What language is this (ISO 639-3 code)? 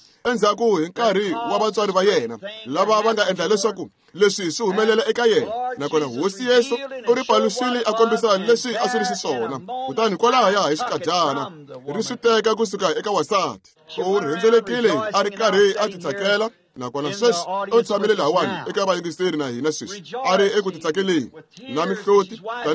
tso